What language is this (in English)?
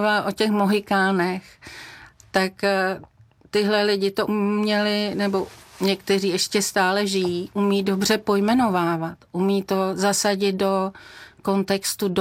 Czech